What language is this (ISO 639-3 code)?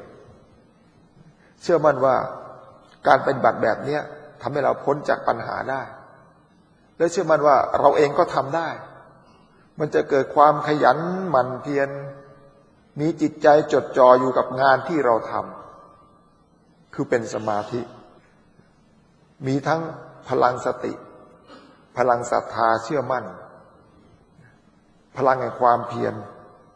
tha